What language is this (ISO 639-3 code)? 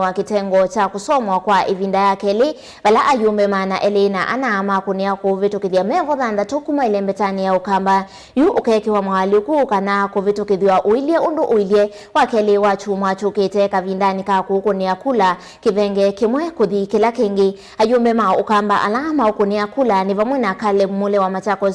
kam